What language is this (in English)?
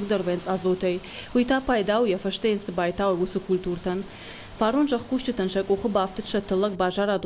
Ossetic